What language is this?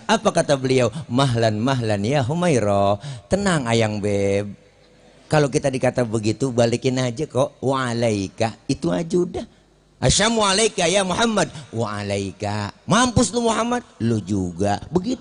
Betawi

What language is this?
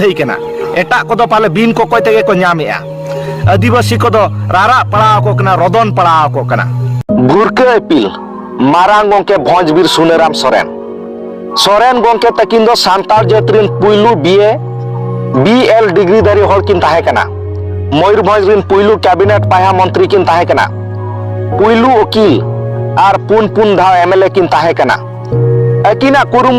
Santali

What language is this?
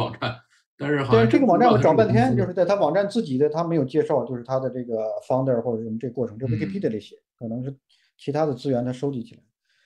Chinese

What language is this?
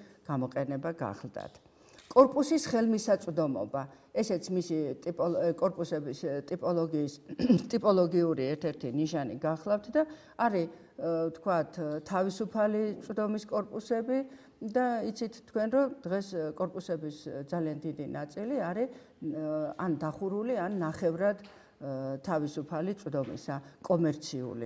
Georgian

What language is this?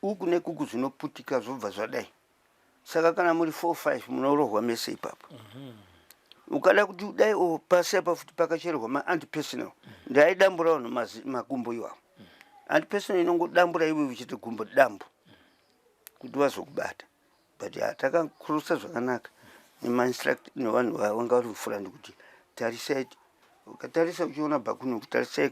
Shona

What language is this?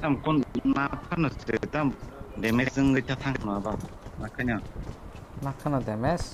Kok Borok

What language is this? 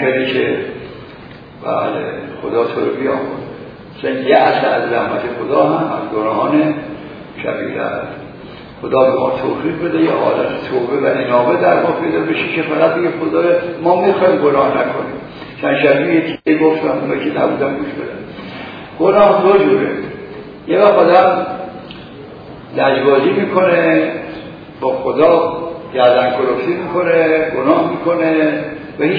Persian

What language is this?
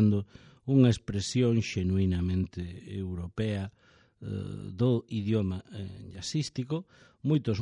Galician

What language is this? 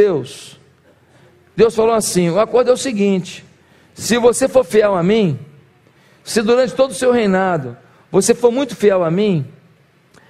Portuguese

